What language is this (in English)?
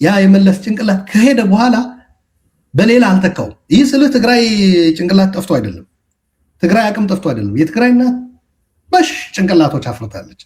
Amharic